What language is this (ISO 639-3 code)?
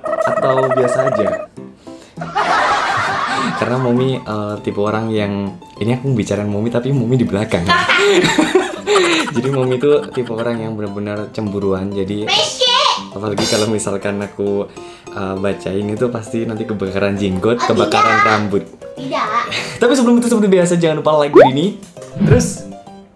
ind